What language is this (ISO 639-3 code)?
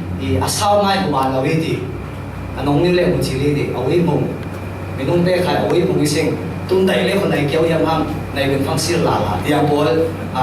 cfm